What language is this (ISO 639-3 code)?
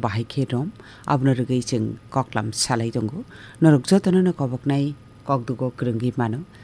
trp